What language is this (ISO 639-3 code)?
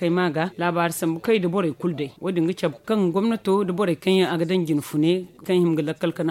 dje